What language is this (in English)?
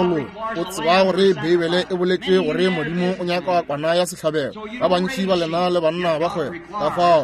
Northern Sotho